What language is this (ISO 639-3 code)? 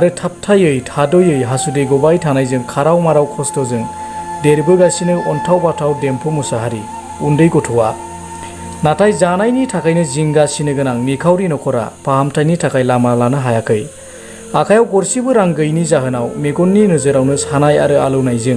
brx